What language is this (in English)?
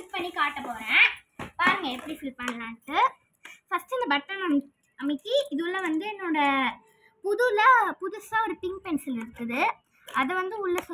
Tamil